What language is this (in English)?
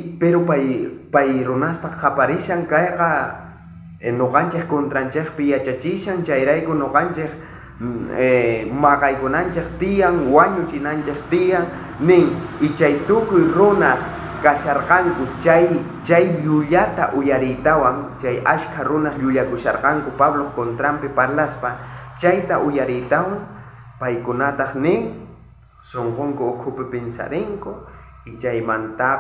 South Bolivian Quechua